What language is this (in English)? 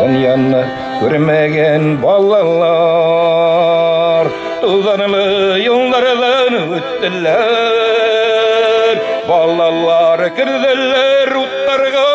Bashkir